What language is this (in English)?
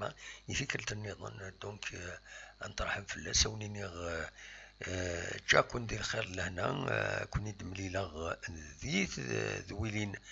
Kabyle